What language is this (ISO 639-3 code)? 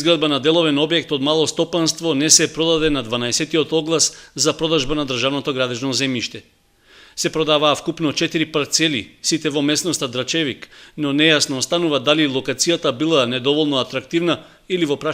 mkd